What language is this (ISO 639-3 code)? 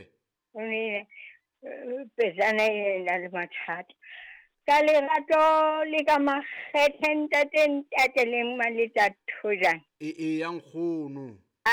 sot